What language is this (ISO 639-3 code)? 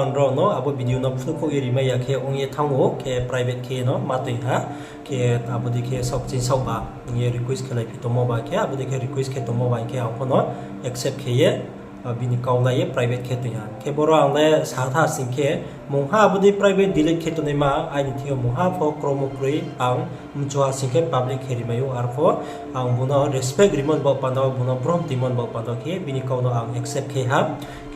ria